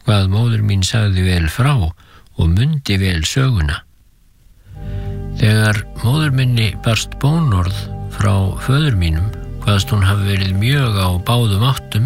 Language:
Icelandic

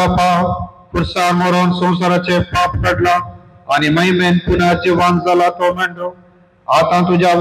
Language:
Konkani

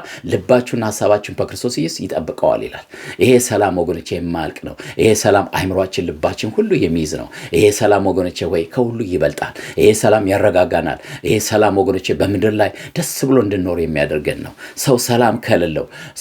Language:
Amharic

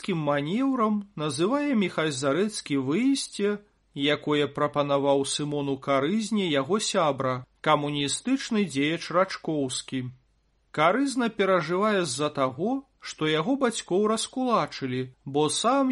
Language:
Belarusian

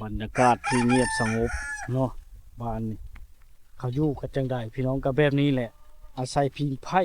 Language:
Lao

